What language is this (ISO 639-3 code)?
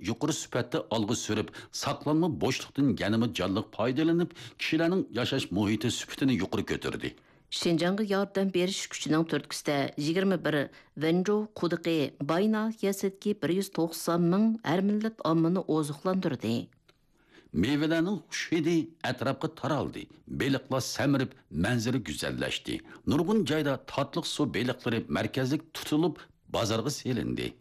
uig